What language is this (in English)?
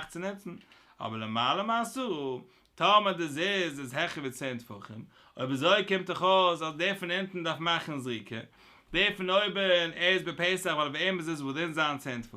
Yiddish